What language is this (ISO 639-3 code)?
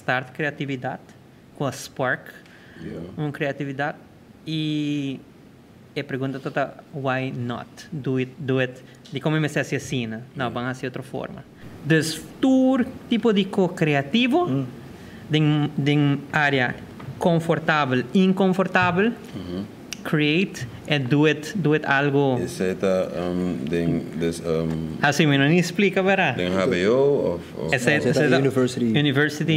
pap